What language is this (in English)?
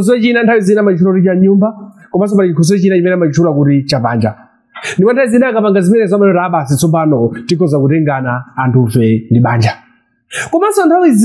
Nyanja